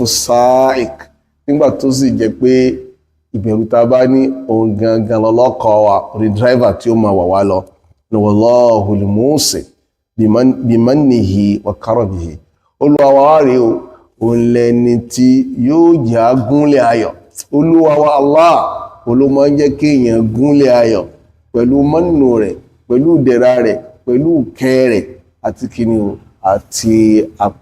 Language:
Yoruba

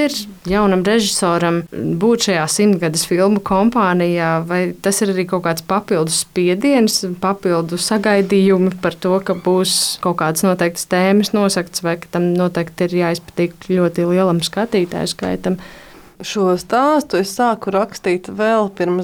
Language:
Latvian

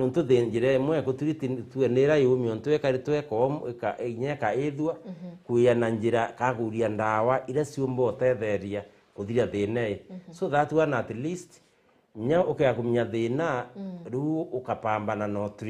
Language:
Meru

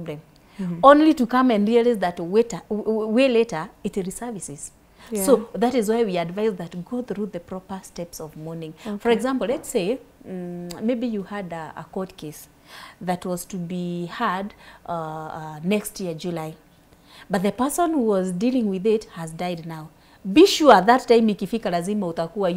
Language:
English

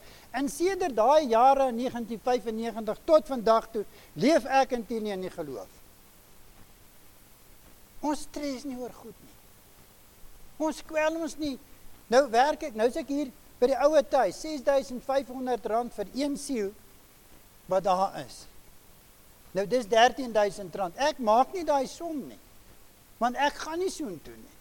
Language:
Afrikaans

